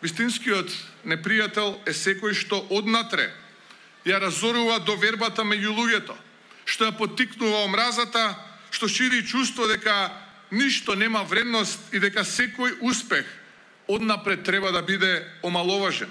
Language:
Macedonian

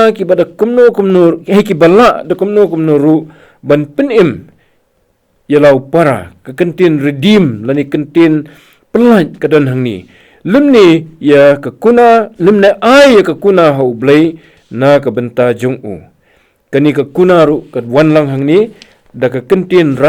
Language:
Khasi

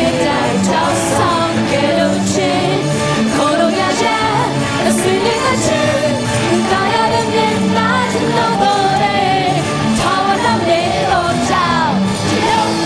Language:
Burmese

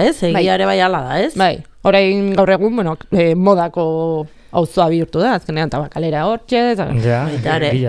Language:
Basque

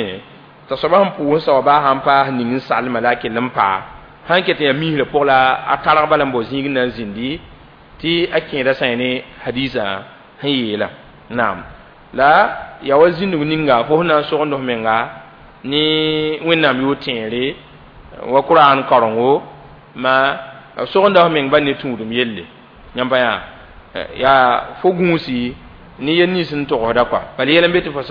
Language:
Mossi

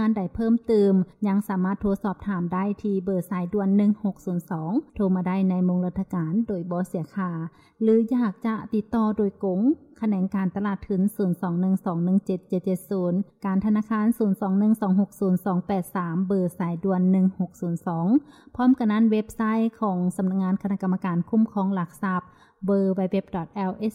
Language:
Lao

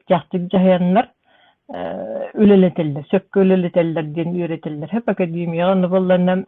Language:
Yakut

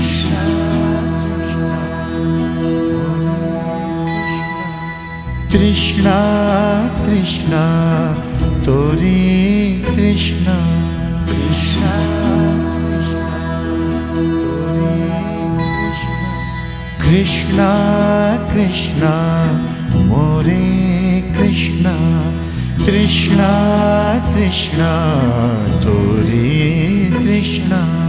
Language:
Hindi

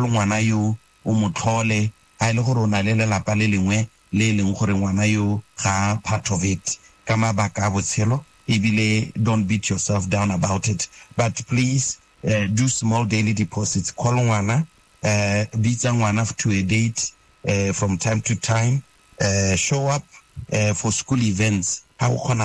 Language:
Tswana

